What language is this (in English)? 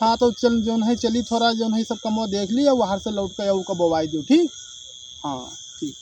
Awadhi